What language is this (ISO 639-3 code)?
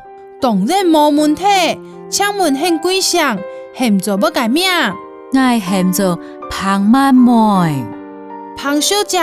hak